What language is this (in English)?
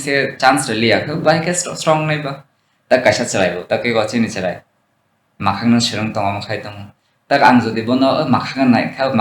Kok Borok